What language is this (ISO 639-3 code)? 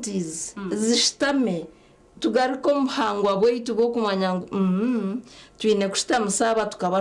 nyn